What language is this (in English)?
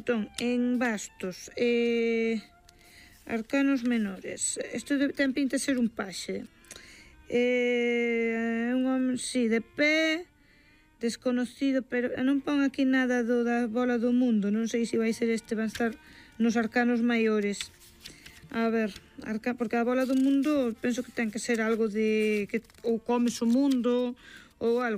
Galician